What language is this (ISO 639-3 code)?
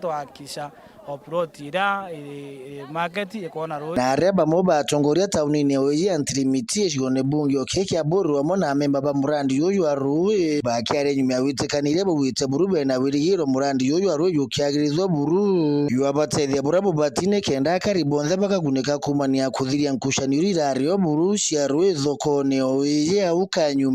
mer